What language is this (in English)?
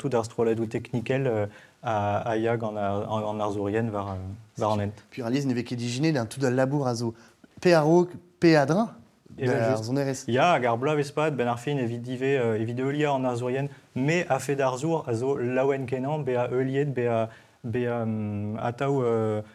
Breton